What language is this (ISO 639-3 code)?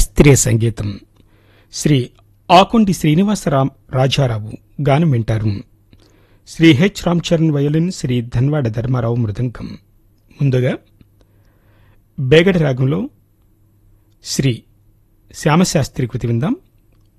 tel